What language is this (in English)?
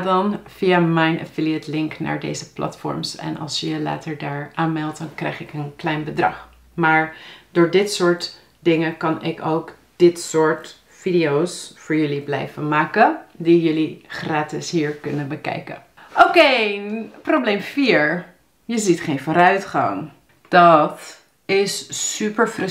Dutch